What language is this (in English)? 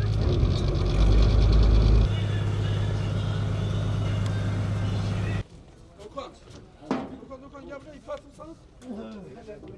Turkish